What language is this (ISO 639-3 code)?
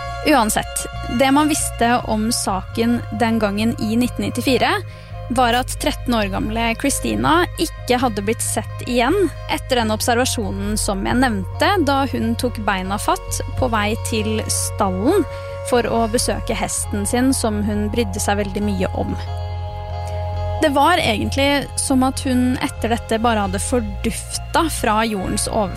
nor